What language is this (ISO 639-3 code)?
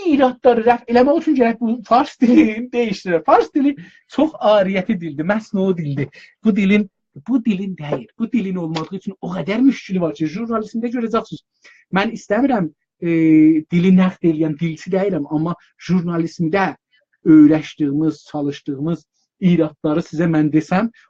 azb